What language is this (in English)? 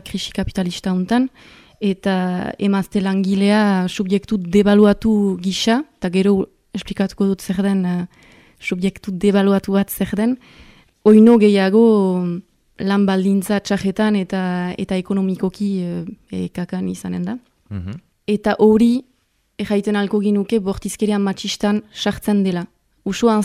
Basque